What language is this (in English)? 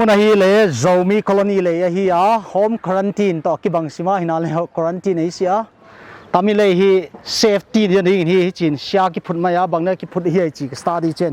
Paite Chin